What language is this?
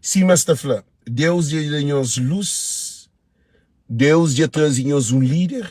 Kabuverdianu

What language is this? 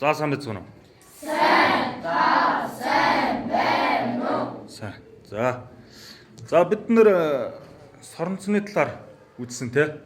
Mongolian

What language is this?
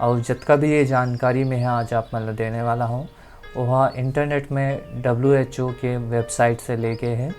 Chhattisgarhi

